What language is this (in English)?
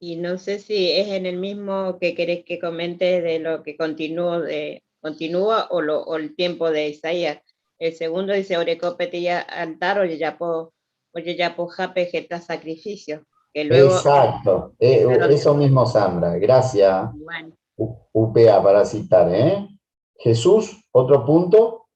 Guarani